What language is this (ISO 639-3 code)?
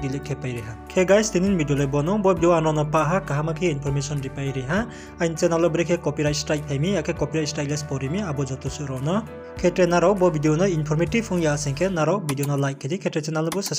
ria